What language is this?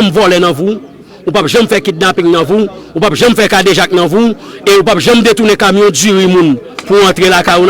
Haitian Creole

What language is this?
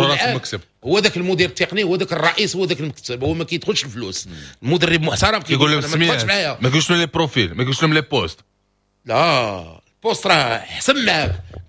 Moroccan Arabic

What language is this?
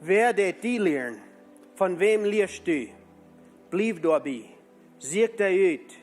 Plautdietsch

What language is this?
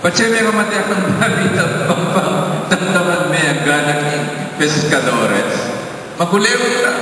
Pampanga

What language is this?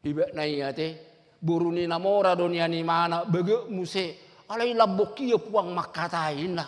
Batak Toba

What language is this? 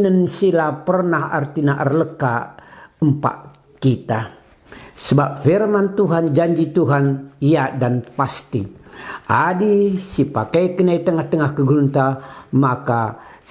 Batak Karo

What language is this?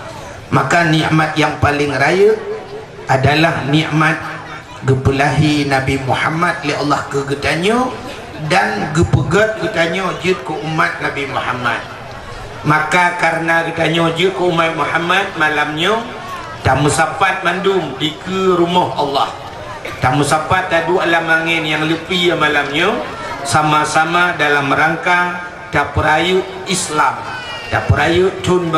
Achinese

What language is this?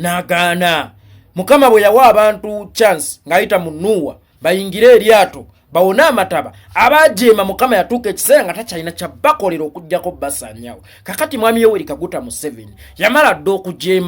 Ganda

